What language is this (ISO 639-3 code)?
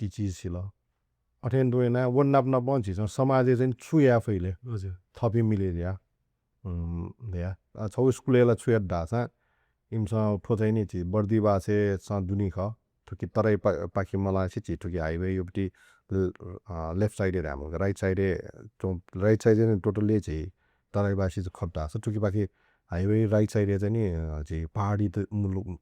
new